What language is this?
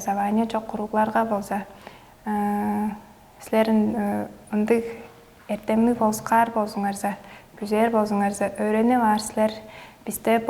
Tuvinian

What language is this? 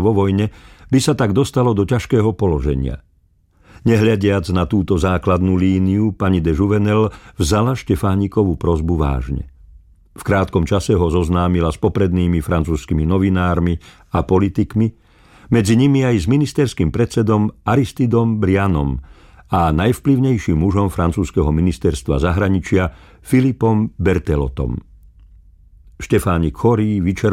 Slovak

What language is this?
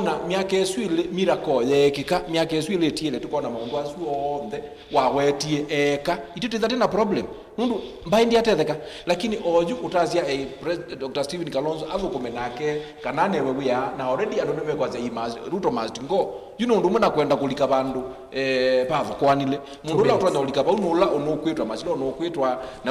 Kamba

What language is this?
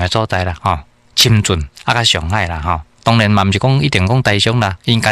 Min Nan Chinese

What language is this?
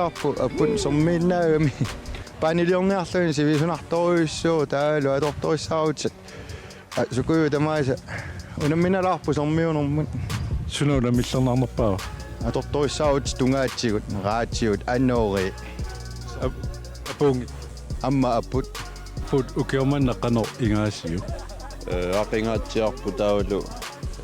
Kalaallisut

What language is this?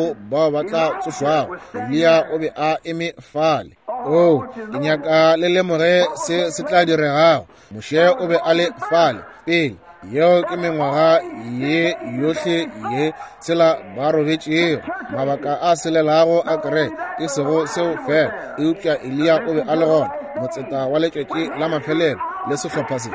Northern Sotho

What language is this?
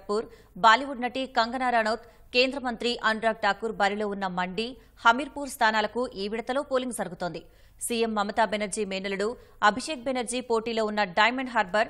Telugu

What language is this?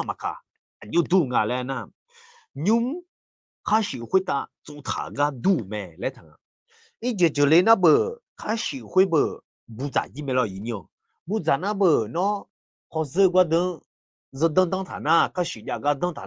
Akha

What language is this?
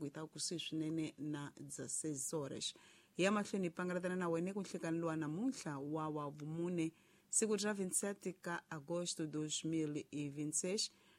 Tsonga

